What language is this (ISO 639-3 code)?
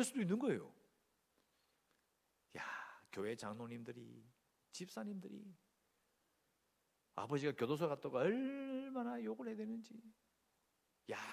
kor